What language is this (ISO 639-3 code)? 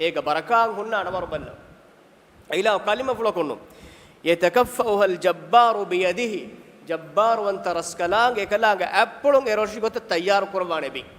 div